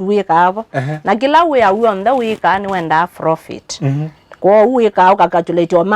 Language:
Kamba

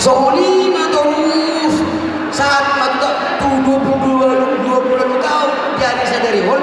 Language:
Batak Toba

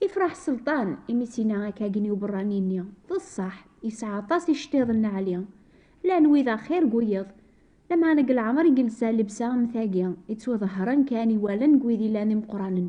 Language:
Kabyle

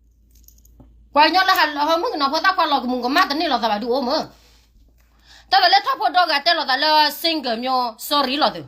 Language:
S'gaw Karen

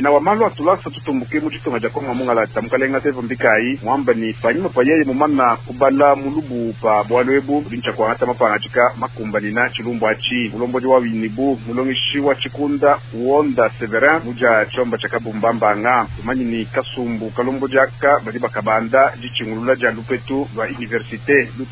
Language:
Luba-Lulua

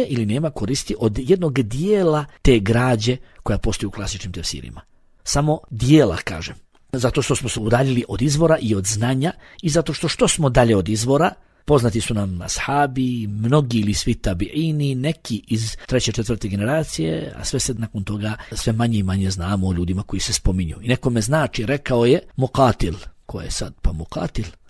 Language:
Bosnian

